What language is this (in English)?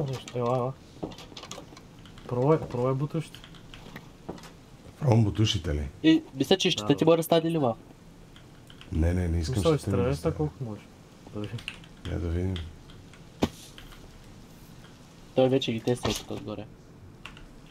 Bulgarian